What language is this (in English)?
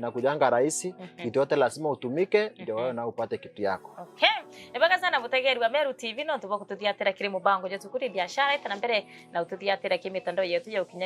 Meru